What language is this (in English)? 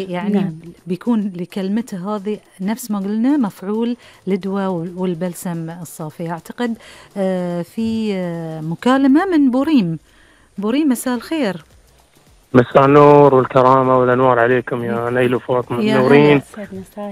Gulf Arabic